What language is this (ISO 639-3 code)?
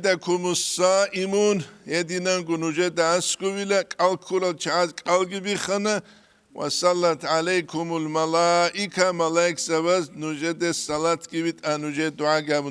ava